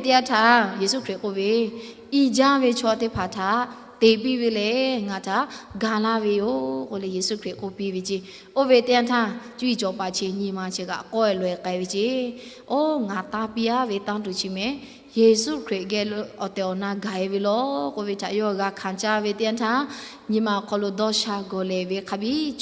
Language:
Lahu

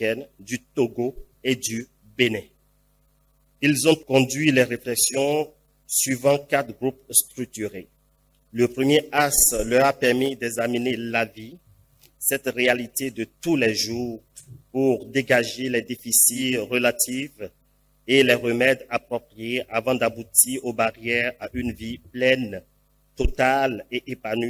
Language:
French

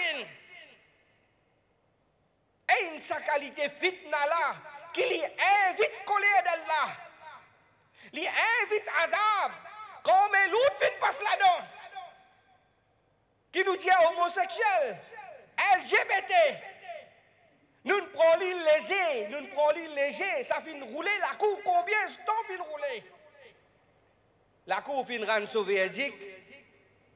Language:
French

